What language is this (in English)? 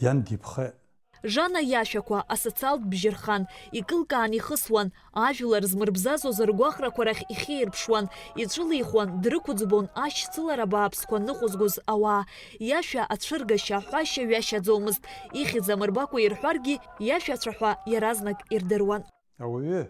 Abkhazian